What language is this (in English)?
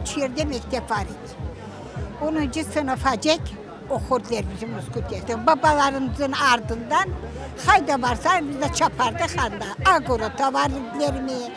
Crimean Tatar